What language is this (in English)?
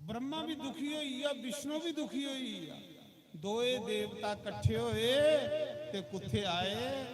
Dogri